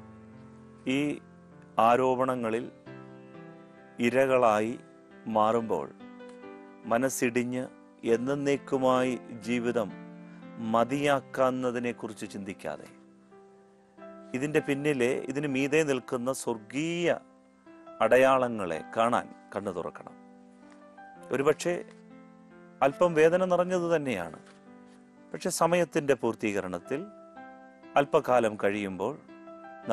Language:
Malayalam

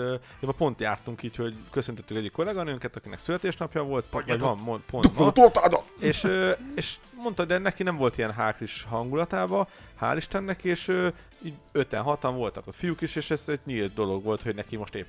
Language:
Hungarian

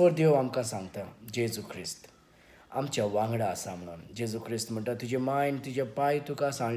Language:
Konkani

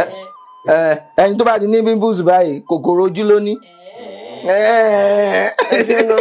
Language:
Yoruba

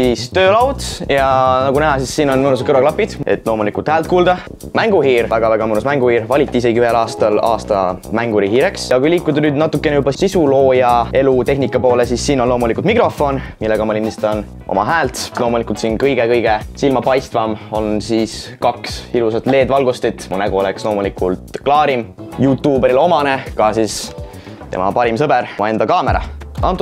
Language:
Estonian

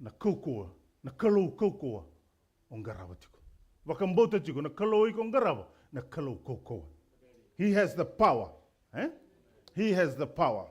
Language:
Fijian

